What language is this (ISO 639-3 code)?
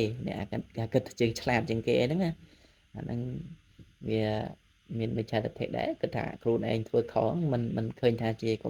khm